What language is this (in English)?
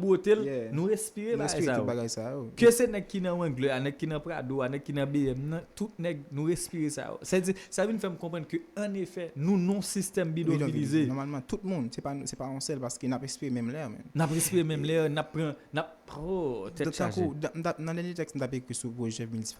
Haitian Creole